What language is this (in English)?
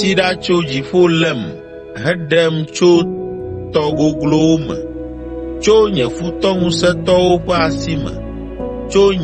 Ewe